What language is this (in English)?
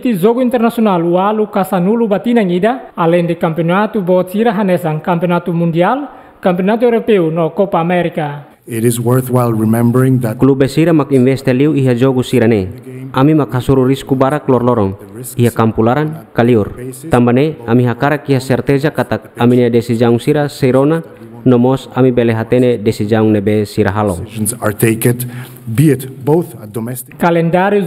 Tetum